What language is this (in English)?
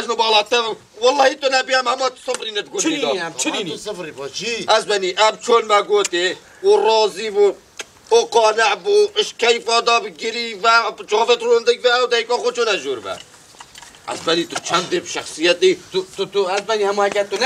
Kurdish